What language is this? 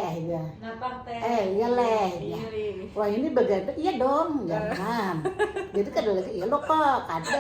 Banjar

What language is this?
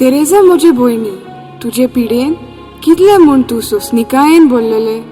Konkani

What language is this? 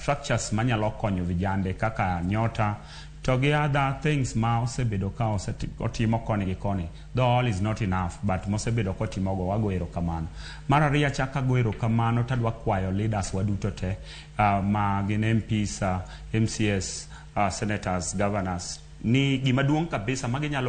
Luo (Kenya and Tanzania)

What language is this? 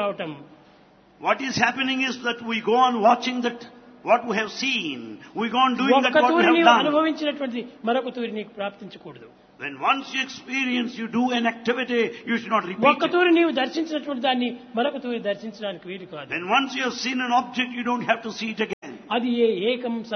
Telugu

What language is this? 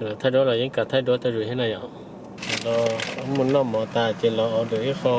Hmong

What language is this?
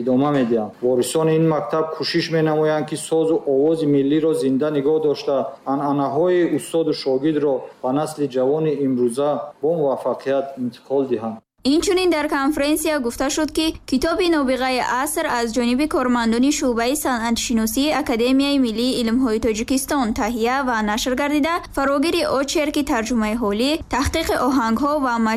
Tajik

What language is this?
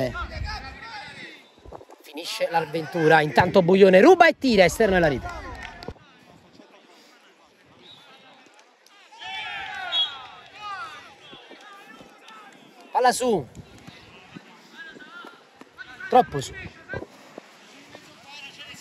Italian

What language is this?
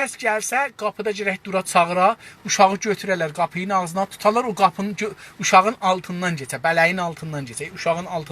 South Azerbaijani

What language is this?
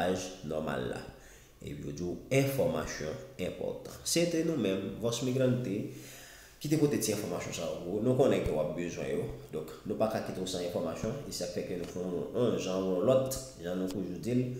Haitian Creole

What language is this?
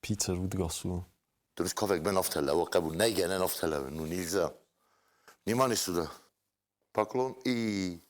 Ossetic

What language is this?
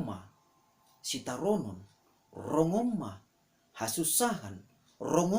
Batak Simalungun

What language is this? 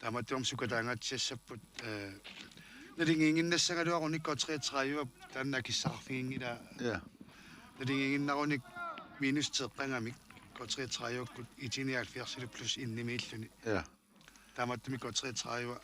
Kalaallisut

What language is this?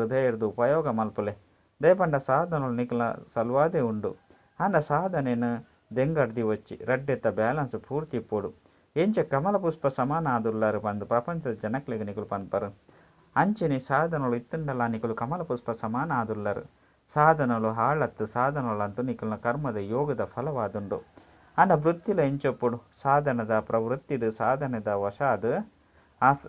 Tulu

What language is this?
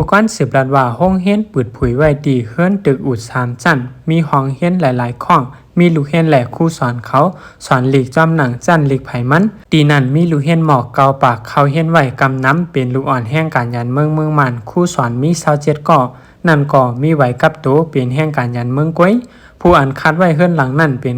Shan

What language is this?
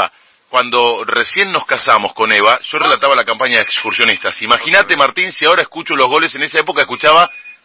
Spanish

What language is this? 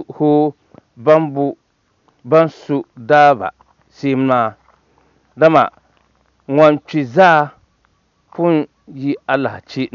Dagbani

